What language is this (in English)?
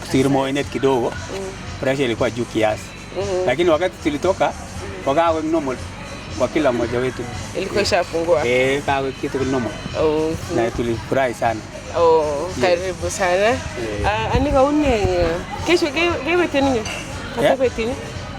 Kalenjin